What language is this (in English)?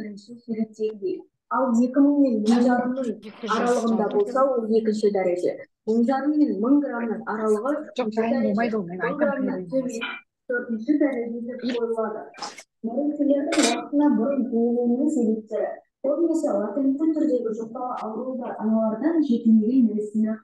Kazakh